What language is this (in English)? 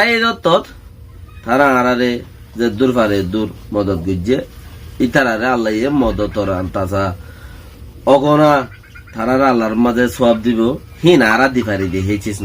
Rohingya